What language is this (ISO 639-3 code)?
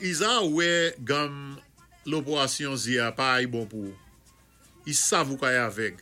acf